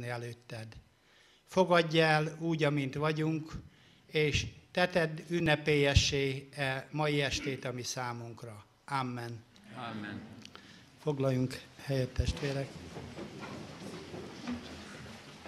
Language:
Hungarian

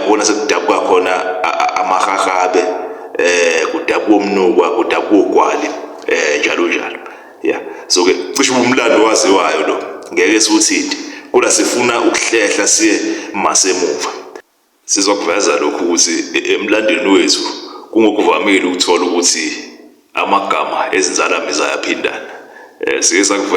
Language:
Zulu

